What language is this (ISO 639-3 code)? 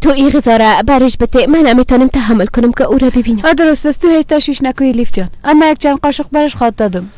fas